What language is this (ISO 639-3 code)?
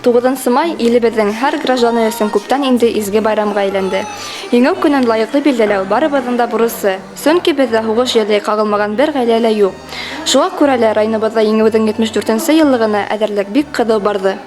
bak